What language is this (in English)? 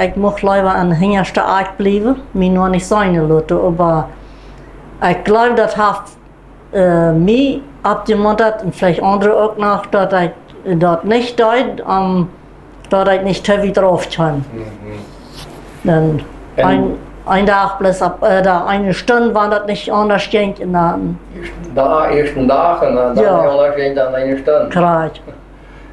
Plautdietsch